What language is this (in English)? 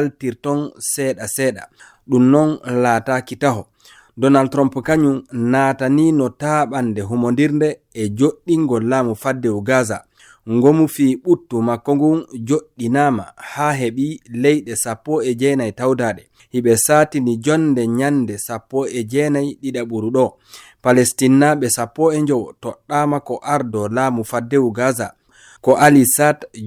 Fula